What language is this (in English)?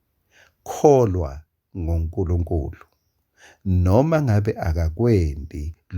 Swati